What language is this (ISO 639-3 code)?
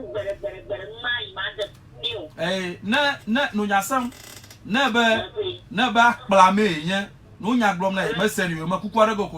ewe